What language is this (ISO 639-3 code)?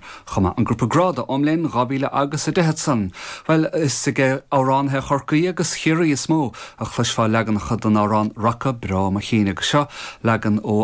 gle